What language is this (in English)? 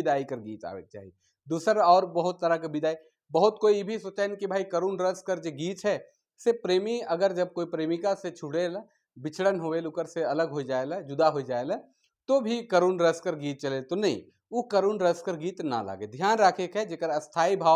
Sadri